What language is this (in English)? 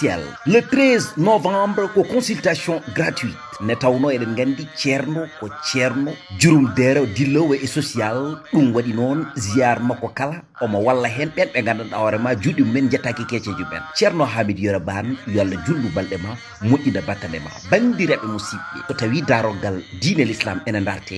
Fula